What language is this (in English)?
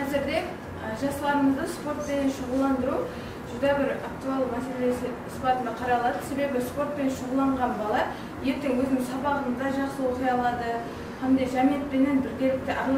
Kara-Kalpak